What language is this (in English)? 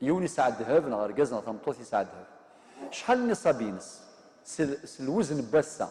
Kabyle